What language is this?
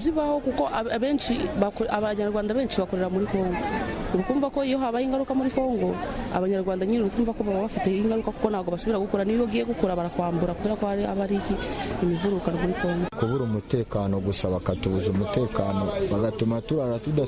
Kinyarwanda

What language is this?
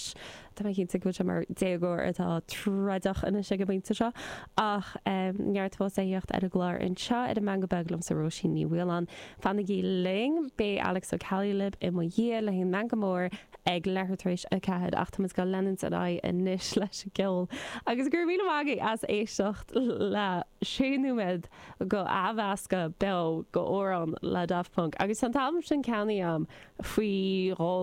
Irish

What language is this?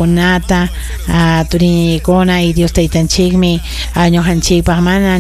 Ayacucho Quechua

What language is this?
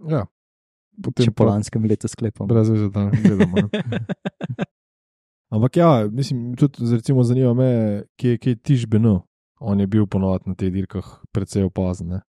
Slovenian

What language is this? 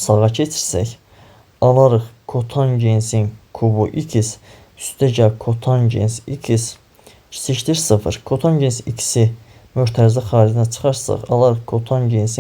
Azerbaijani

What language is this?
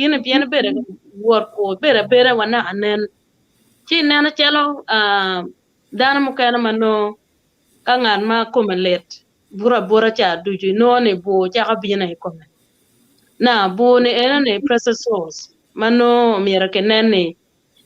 Acoli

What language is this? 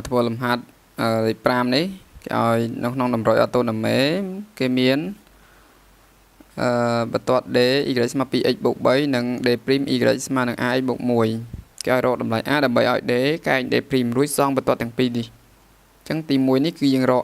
Khmer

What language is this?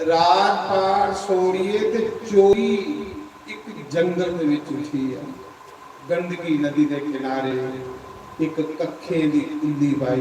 Dogri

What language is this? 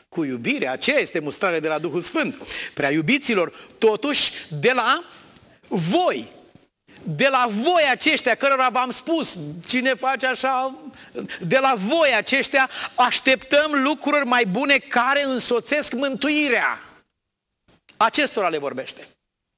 Romanian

